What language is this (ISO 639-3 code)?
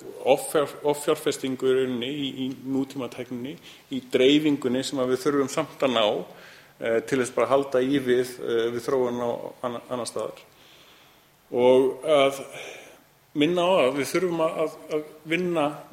isl